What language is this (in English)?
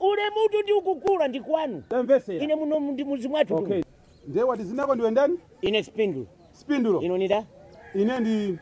Nyanja